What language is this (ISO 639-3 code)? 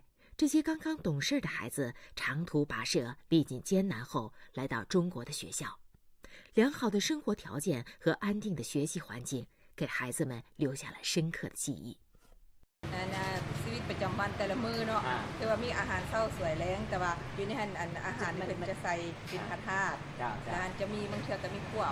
lao